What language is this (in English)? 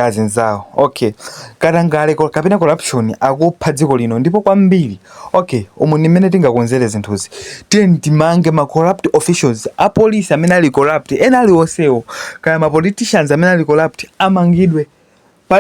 Nyanja